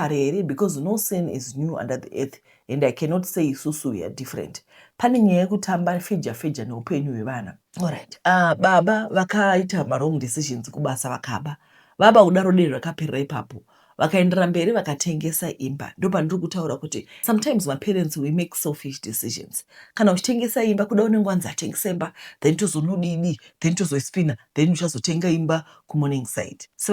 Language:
Shona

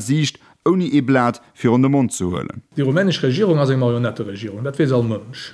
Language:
Luxembourgish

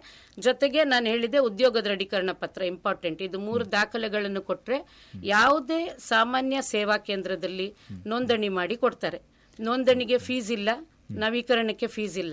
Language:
Kannada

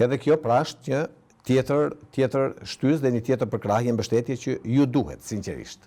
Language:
Albanian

